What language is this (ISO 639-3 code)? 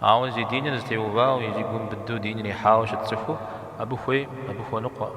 kbd